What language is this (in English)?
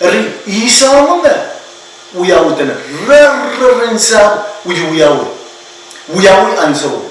Pohnpeian